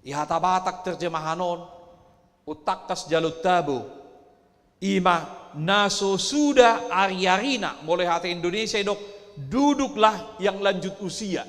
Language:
Batak Toba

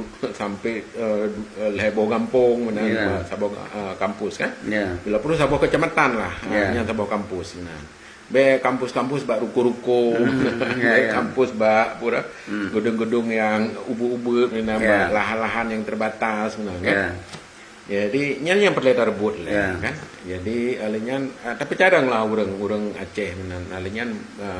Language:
Achinese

